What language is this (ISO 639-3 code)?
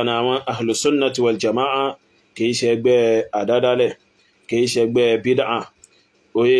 yor